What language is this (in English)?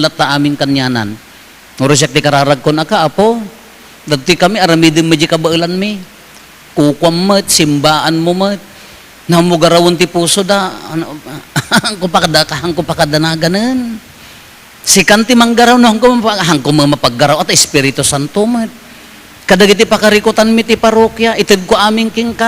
Iloko